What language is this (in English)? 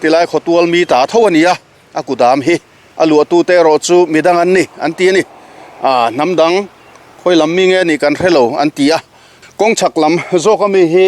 Mizo